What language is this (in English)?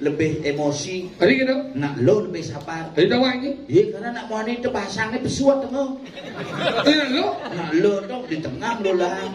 Balinese